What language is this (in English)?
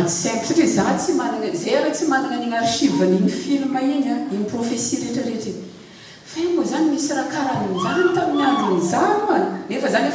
Malagasy